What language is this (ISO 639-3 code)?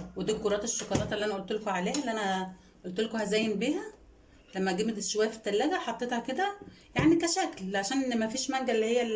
arz